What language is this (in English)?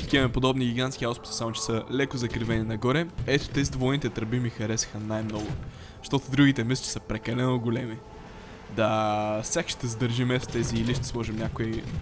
Bulgarian